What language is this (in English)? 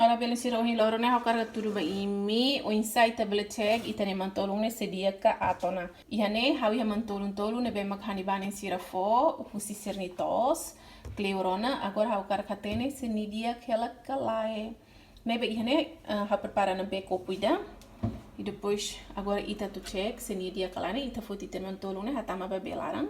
Tetum